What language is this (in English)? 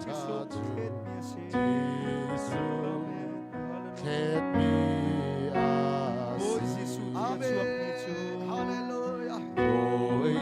Hakha Chin